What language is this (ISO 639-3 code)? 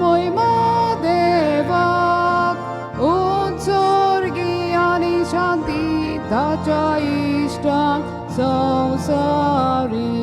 kok